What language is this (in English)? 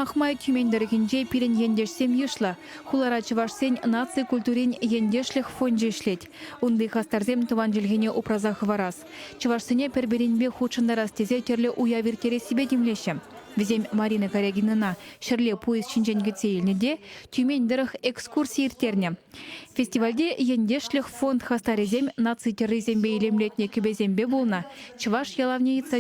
Chuvash